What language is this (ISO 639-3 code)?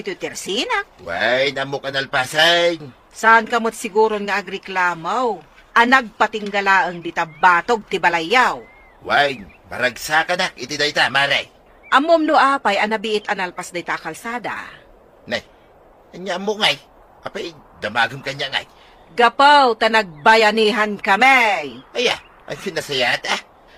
ilo